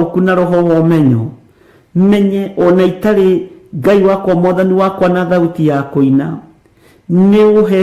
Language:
Kikuyu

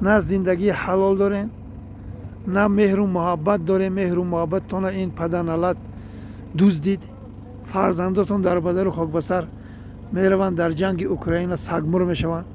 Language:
Tajik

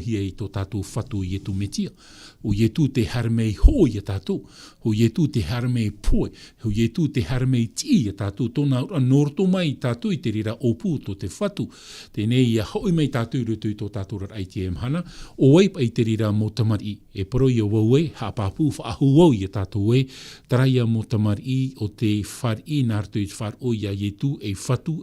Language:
Tahitian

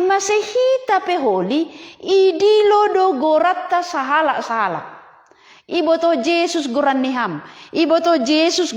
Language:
Batak Simalungun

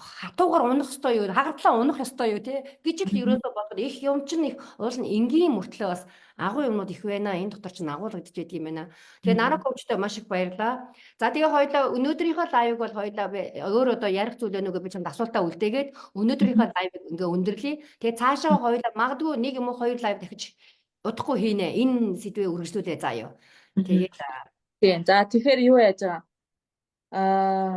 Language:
Mongolian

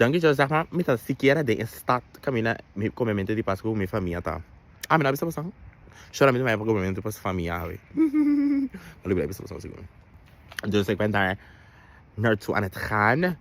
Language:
Papiamento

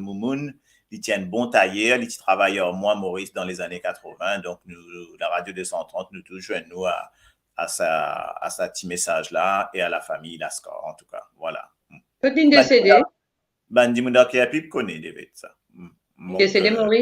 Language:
Morisyen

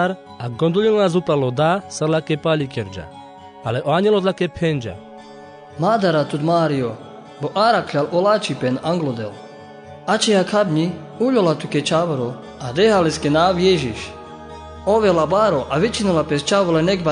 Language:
Carpathian Romani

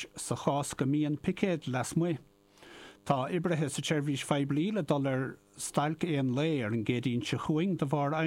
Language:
Irish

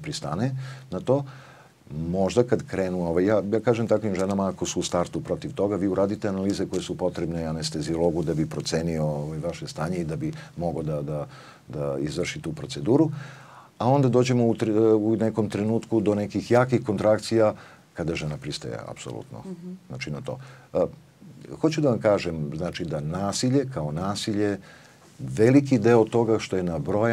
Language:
Serbian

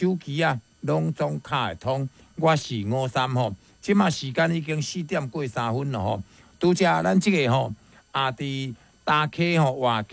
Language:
Min Nan Chinese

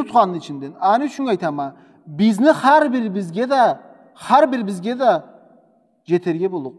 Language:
Karachay-Balkar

